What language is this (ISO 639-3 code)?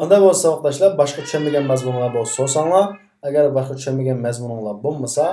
uig